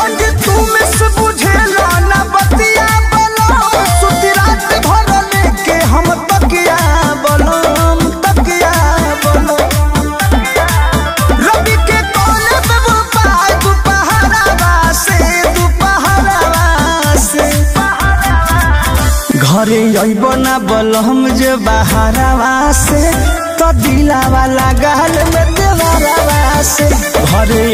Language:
Bhojpuri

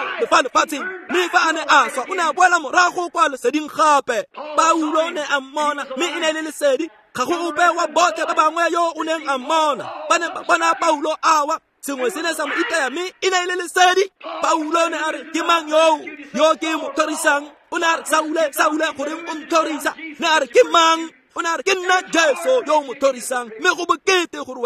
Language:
Tswana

